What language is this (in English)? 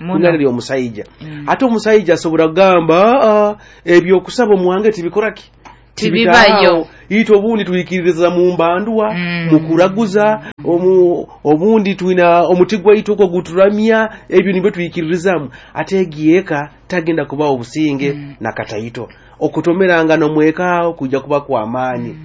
Nyoro